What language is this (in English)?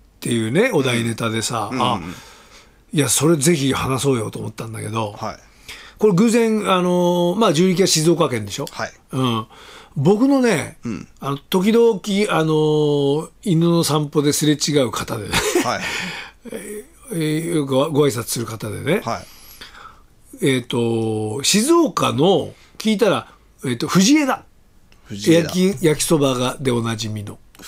Japanese